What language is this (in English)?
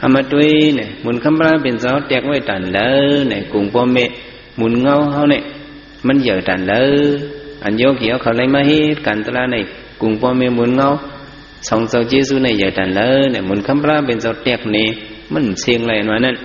Shan